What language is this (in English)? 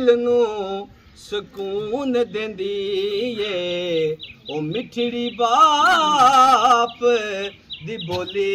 Pahari-Potwari